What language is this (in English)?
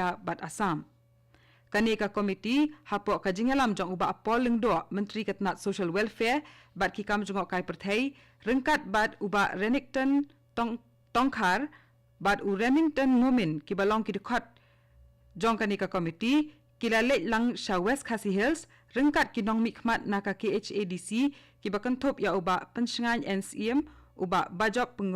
Khasi